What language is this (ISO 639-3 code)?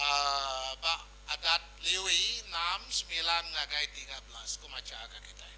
iba